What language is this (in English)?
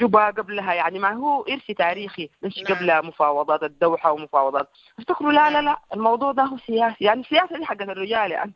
Sudanese Arabic